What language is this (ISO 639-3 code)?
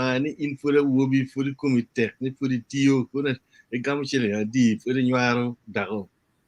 ach